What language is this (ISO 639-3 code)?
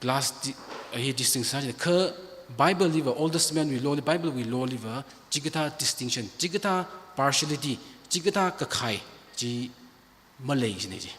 nmf